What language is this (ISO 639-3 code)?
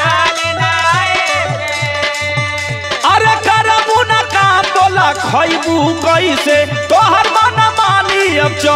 bho